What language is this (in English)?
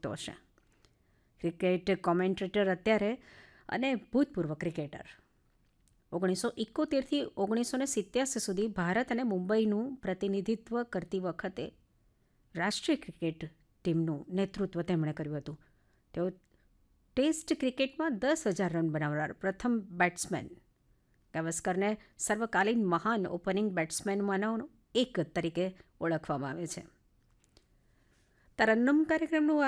Gujarati